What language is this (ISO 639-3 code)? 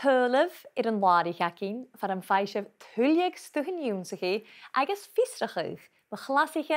gla